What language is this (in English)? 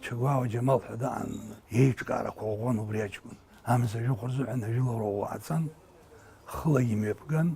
Abkhazian